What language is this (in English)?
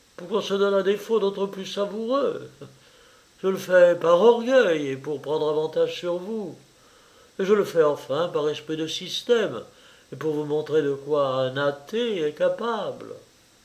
French